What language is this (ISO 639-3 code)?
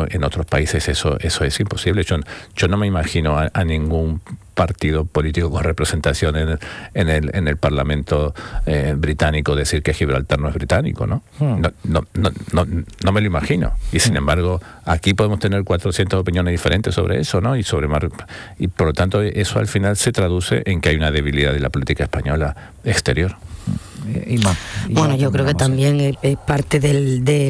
spa